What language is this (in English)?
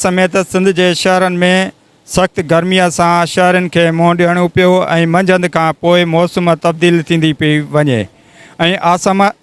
Sindhi